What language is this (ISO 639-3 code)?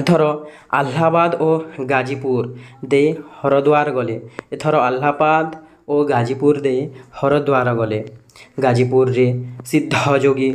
ori